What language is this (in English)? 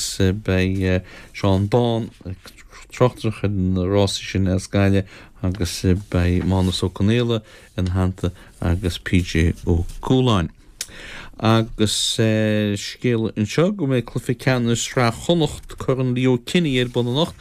Irish